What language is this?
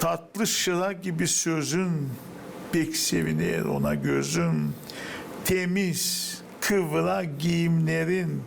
Gagauz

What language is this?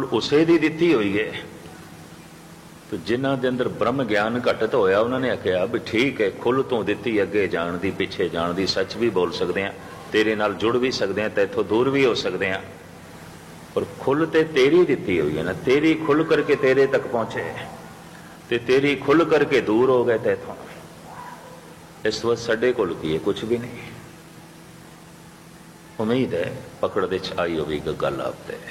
Punjabi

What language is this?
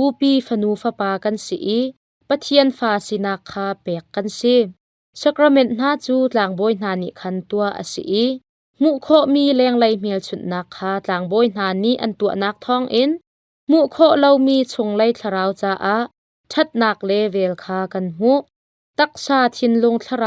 Hakha Chin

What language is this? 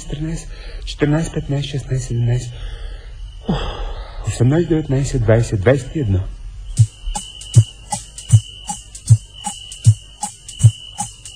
Bulgarian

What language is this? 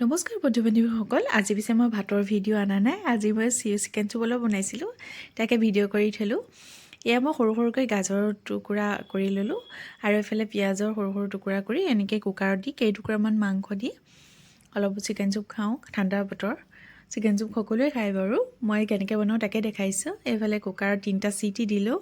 Assamese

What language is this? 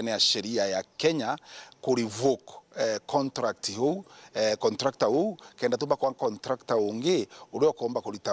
Meru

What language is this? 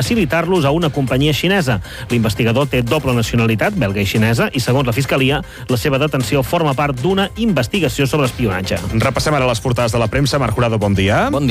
Catalan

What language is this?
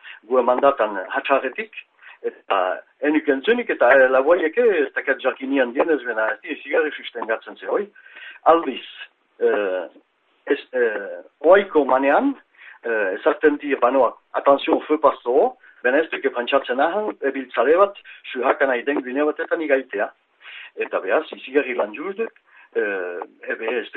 Basque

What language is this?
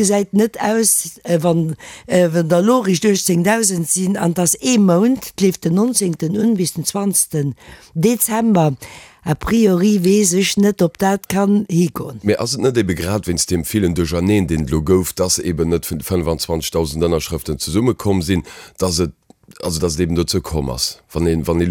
Luxembourgish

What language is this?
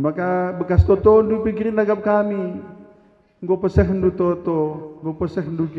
Batak Karo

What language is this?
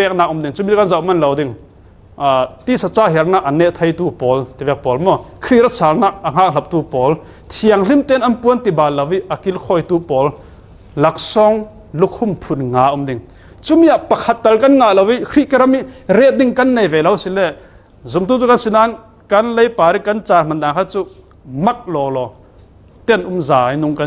Falam Chin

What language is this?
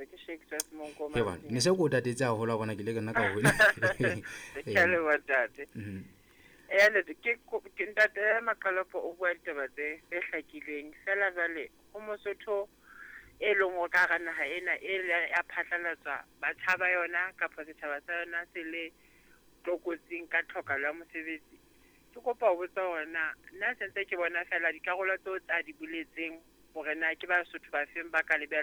Southern Sotho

